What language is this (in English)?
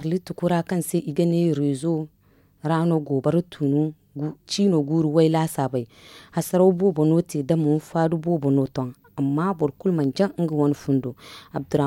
Zarma